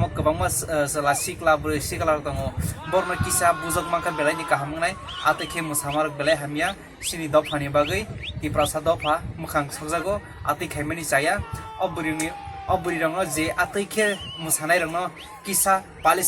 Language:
Kok Borok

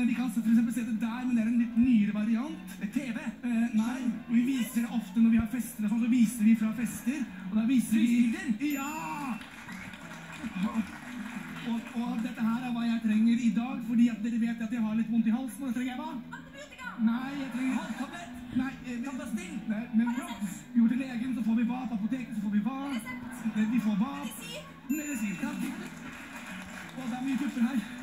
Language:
Norwegian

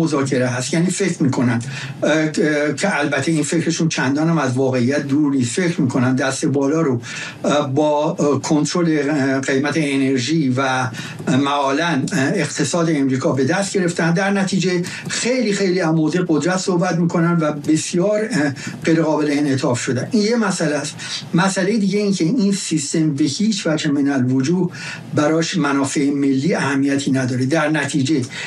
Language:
Persian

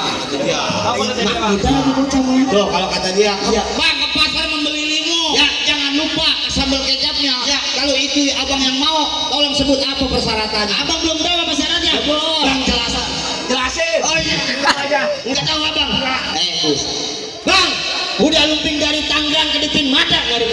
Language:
Betawi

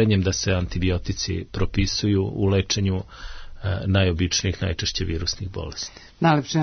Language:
Serbian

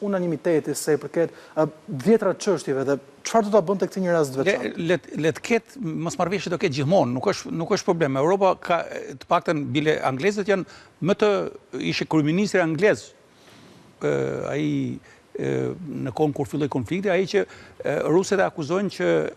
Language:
Albanian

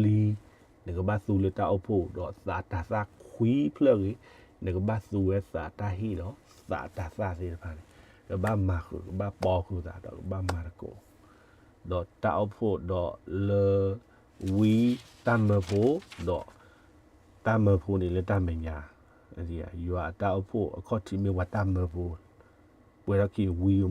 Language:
S'gaw Karen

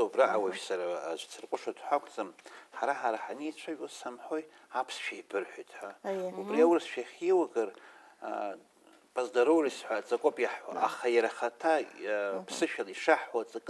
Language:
Abkhazian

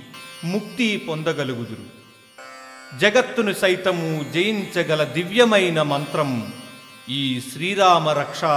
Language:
Telugu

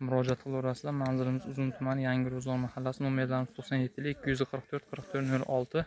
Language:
Uzbek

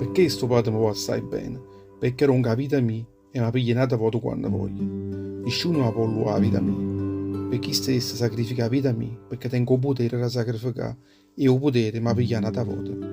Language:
Neapolitan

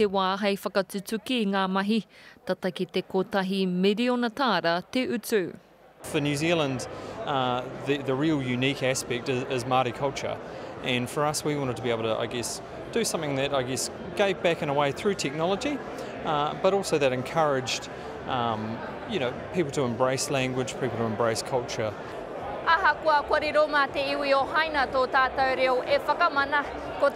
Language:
Māori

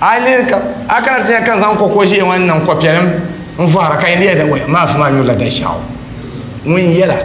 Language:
Dagbani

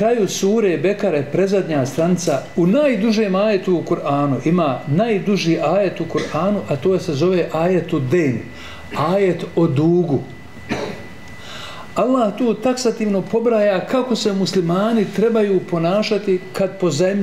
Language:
Bosnian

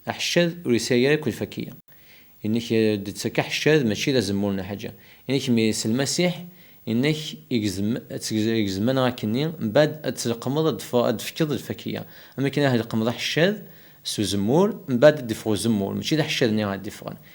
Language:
Kabyle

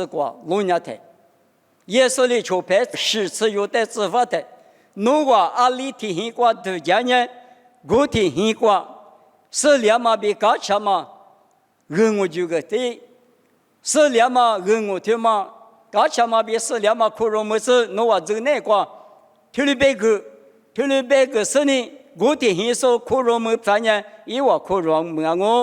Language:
Lisu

